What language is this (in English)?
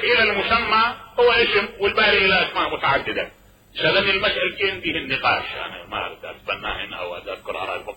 Mesopotamian Arabic